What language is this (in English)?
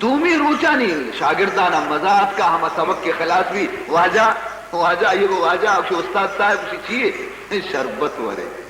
Baluchi